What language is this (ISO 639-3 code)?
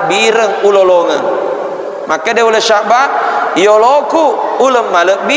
bug